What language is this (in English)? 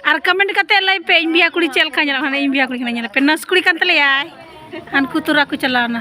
Santali